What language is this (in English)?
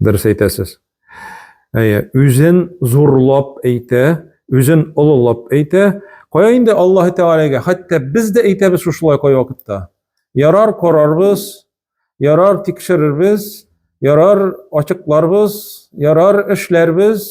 Tatar